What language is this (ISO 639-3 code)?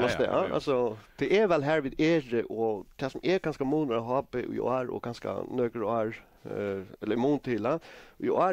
fao